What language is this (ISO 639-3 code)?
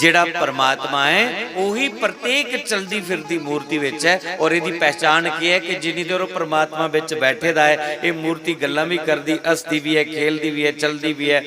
doi